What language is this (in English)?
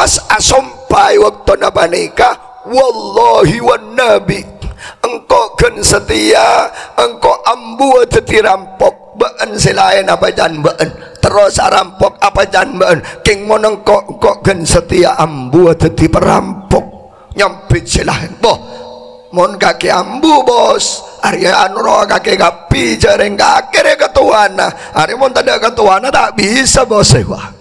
Madurese